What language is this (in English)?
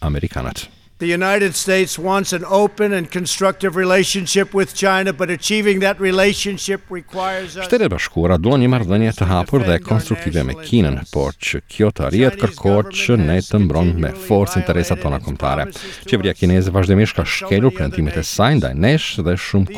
Albanian